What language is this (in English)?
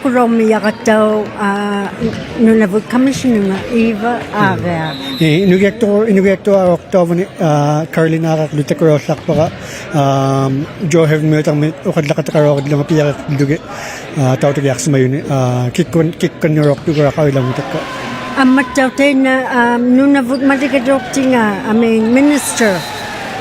Inuktitut